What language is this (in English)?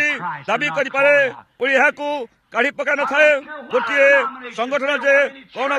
Odia